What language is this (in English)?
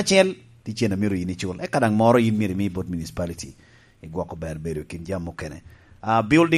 Lango (Uganda)